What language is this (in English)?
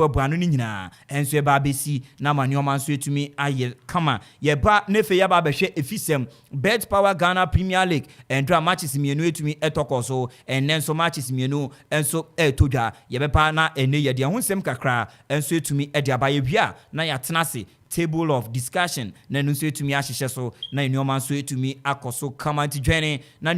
Akan